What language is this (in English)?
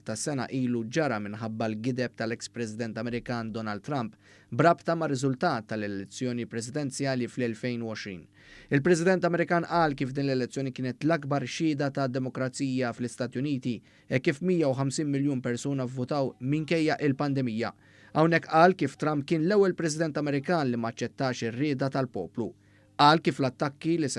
Maltese